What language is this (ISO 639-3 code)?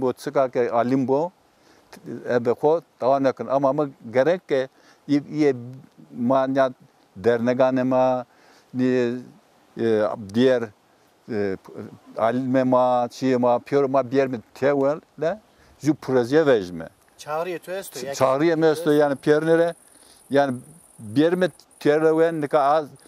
zza